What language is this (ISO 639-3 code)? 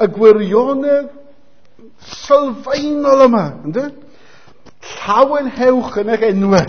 cym